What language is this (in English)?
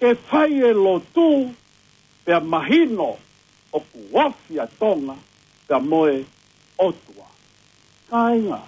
Tongan